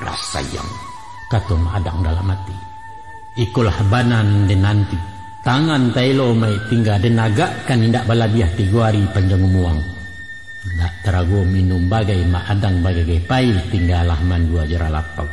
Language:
Minangkabau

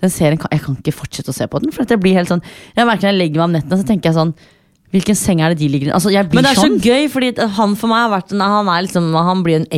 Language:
Norwegian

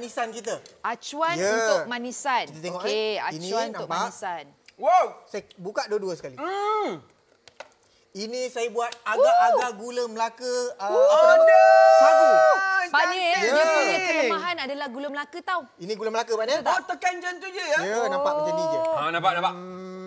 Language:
Malay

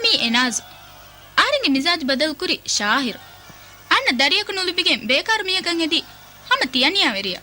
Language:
Divehi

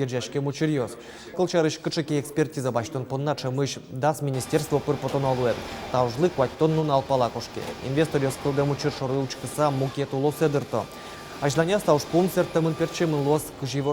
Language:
Udmurt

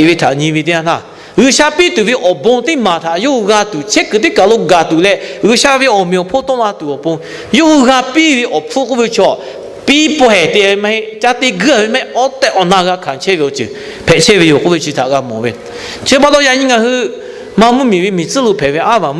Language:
Lahu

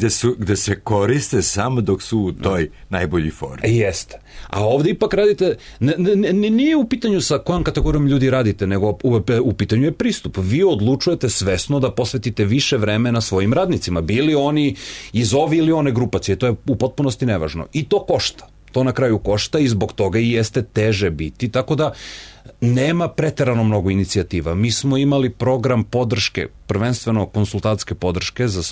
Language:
Serbian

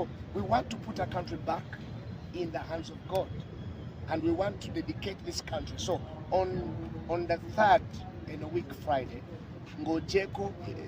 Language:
Ganda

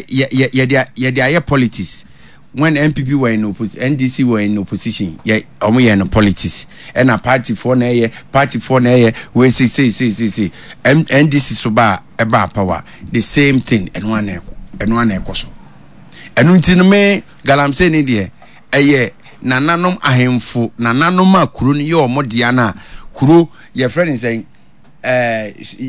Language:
Akan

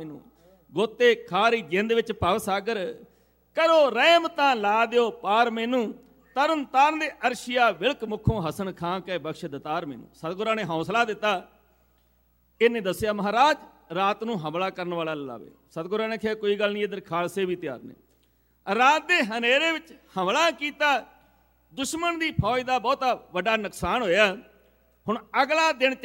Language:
Punjabi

